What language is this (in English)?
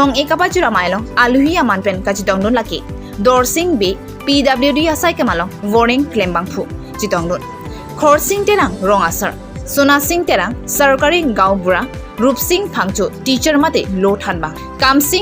Karbi